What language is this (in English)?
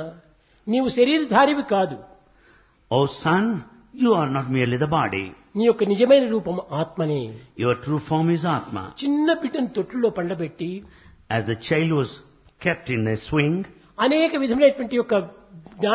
Telugu